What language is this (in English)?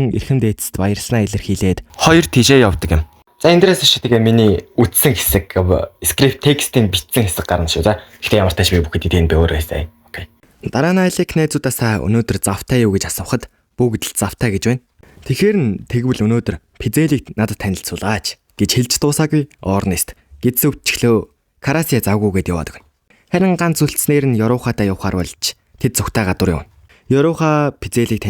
Mongolian